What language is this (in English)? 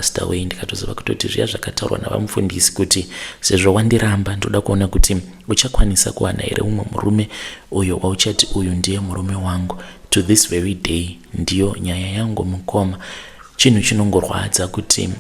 Shona